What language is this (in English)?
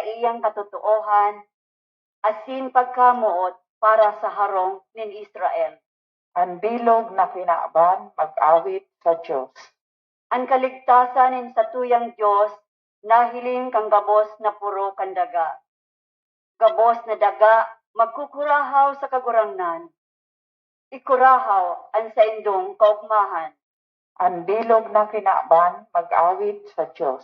Bikol